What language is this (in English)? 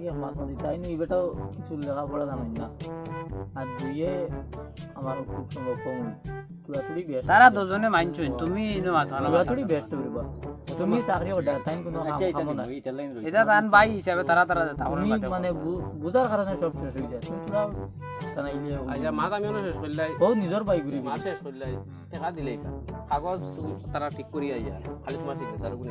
Sylheti